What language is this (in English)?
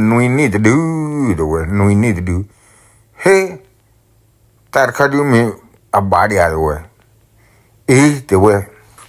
S'gaw Karen